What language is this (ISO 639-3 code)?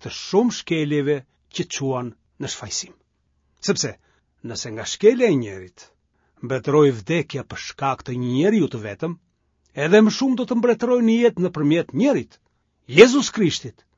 sqi